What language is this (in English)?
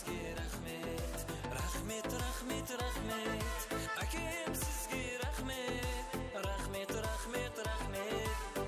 Kara-Kalpak